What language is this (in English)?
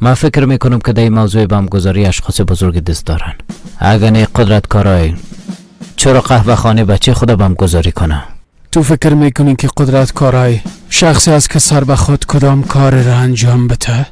Persian